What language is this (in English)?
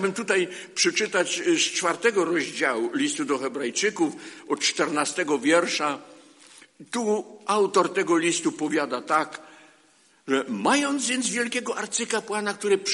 Polish